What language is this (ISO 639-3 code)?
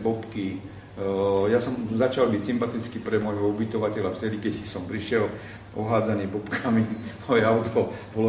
slk